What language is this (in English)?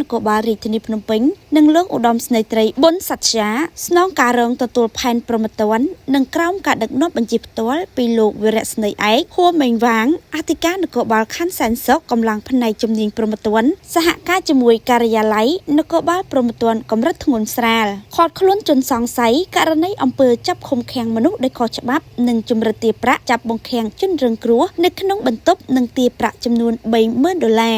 Khmer